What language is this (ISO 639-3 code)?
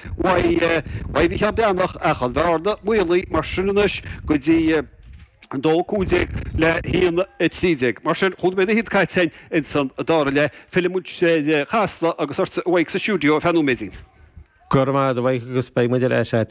gle